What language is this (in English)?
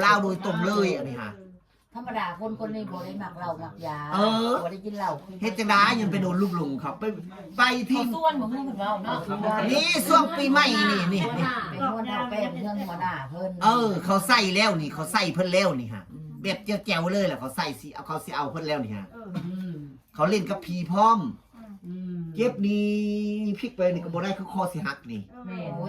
Northeastern Thai